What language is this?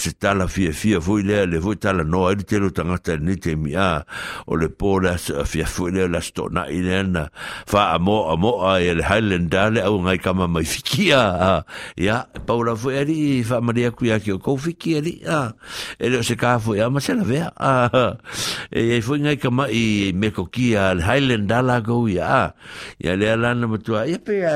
Samoan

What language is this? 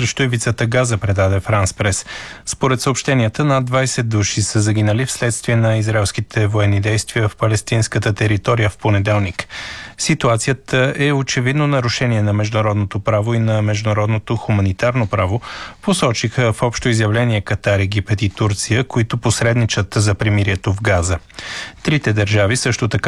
Bulgarian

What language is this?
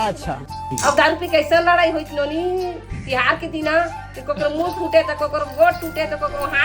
Chhattisgarhi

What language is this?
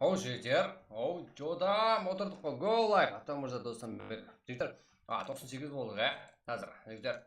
Kara-Kalpak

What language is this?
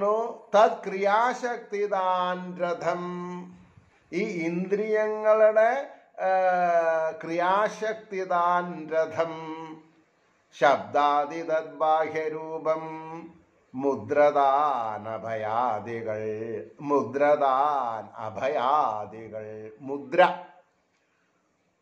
Malayalam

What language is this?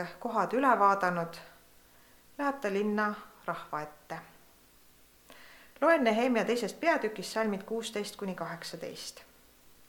Estonian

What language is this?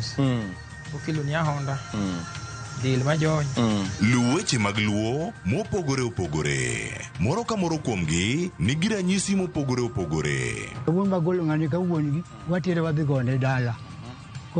Luo (Kenya and Tanzania)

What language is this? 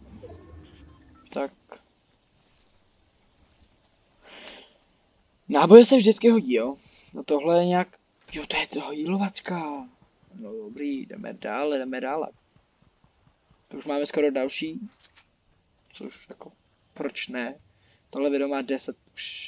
Czech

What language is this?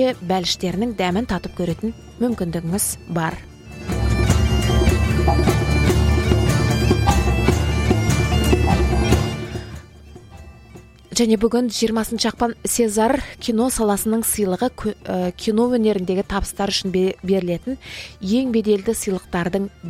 Kazakh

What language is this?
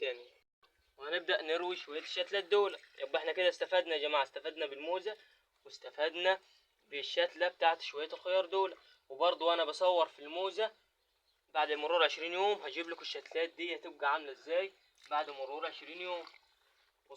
Egyptian Arabic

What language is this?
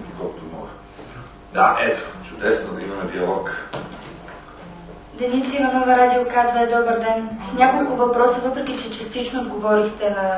Bulgarian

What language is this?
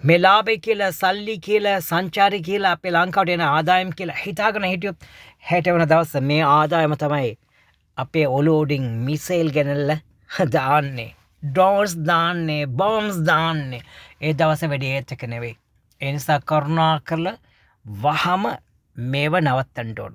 Sinhala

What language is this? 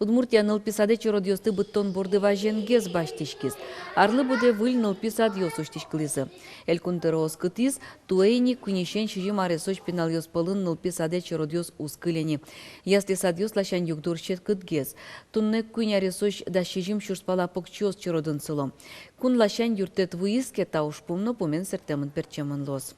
Udmurt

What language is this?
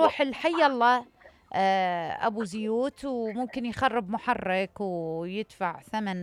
Mesopotamian Arabic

